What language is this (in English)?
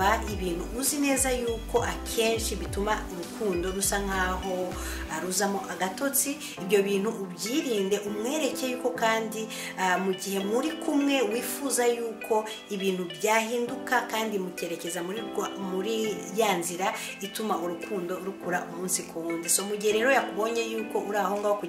Kinyarwanda